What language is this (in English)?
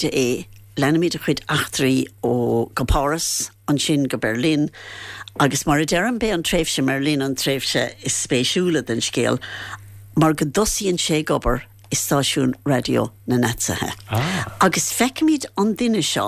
Irish